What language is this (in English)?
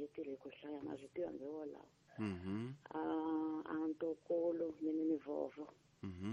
Tsonga